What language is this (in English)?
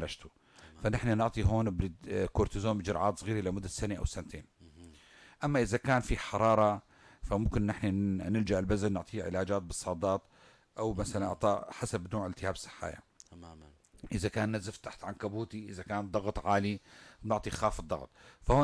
North Levantine Arabic